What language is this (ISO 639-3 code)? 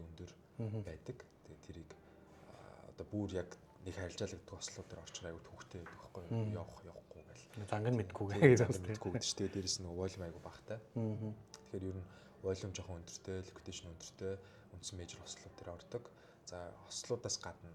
mon